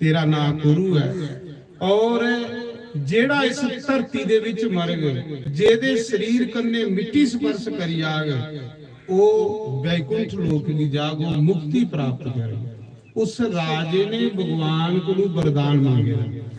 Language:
Dogri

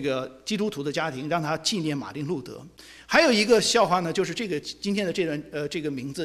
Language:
Chinese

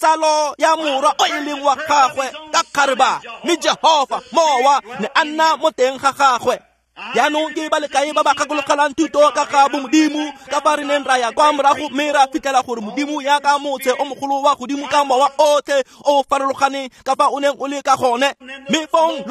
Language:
Tswana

